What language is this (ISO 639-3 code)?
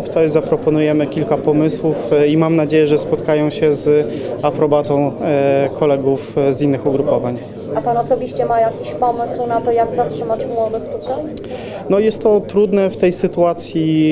pol